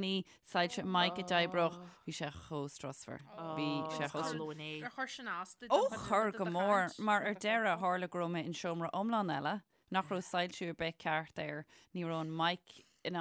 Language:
Irish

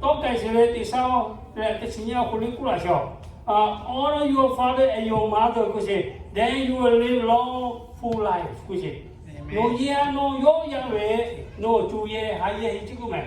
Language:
Lahu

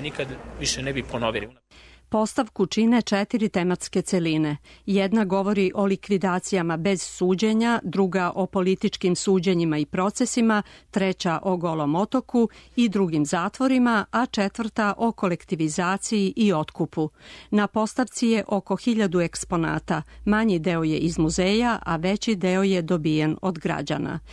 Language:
Serbian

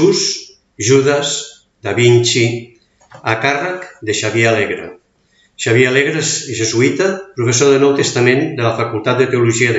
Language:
Catalan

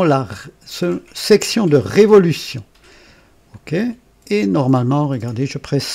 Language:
French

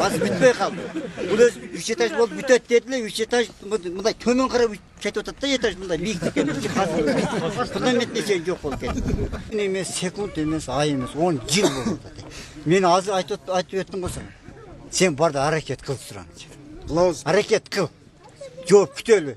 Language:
Kyrgyz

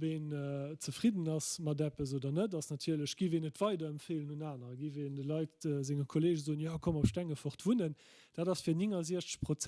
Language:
Luxembourgish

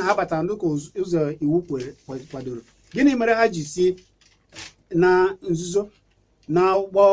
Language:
Igbo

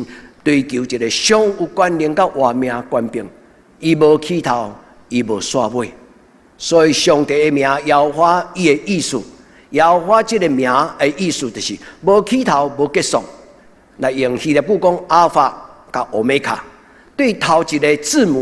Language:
Min Nan Chinese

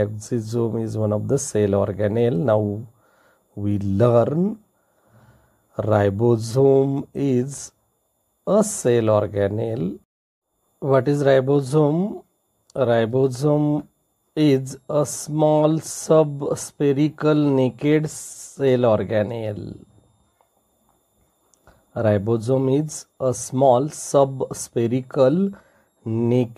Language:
English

